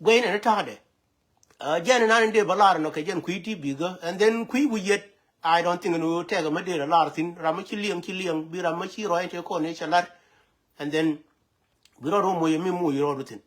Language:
Nuer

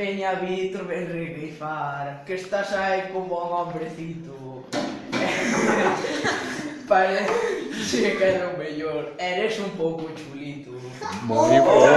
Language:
Galician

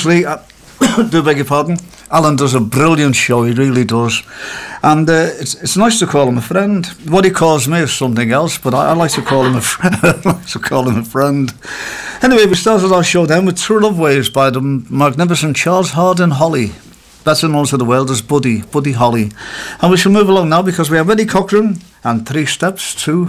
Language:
English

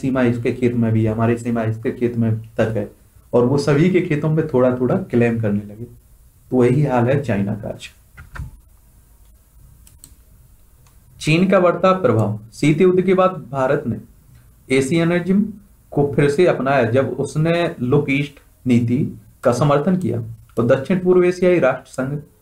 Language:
Hindi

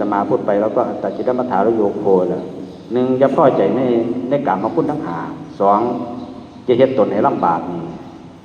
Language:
Northeastern Thai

